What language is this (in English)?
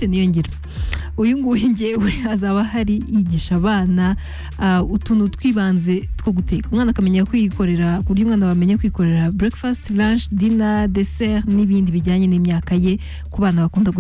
Kinyarwanda